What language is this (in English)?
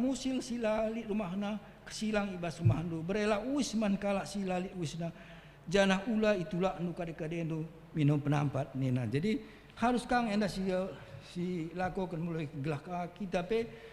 Batak Karo